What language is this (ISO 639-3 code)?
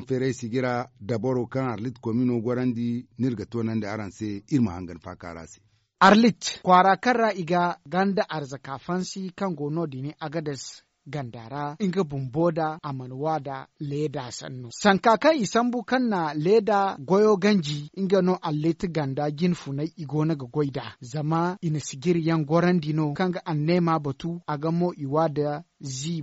dje